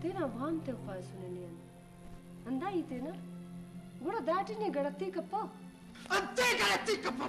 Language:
Brahui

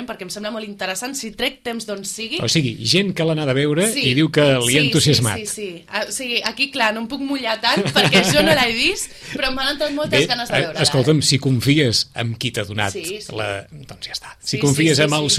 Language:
Catalan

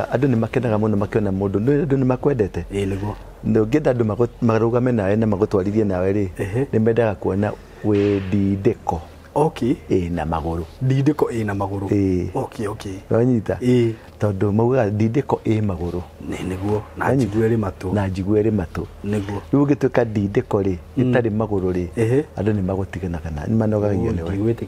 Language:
Kikuyu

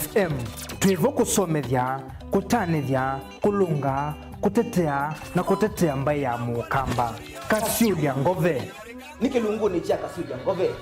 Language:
Kamba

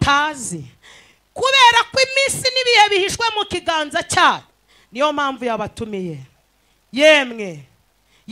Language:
Kinyarwanda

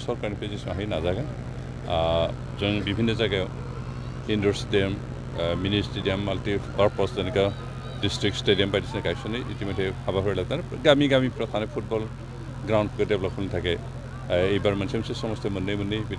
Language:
Bodo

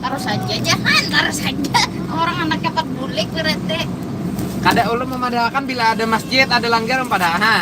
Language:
Banjar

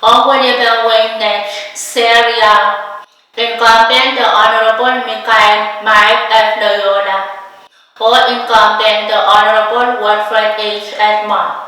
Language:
Pohnpeian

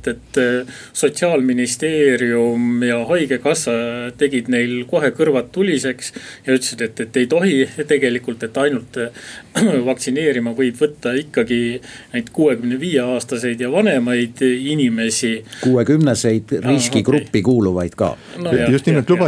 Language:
Estonian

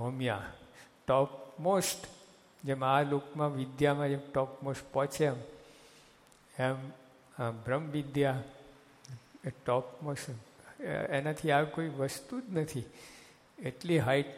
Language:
Gujarati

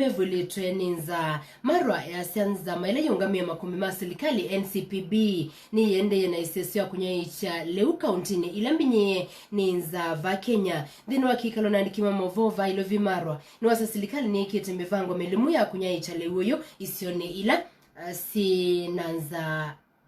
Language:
Kamba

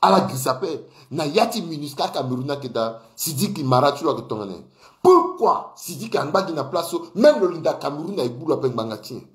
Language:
Sango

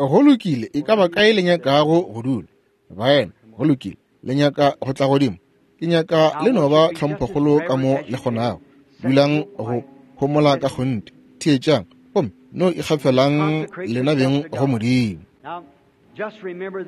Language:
Northern Sotho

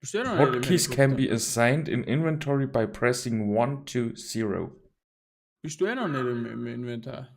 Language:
Bavarian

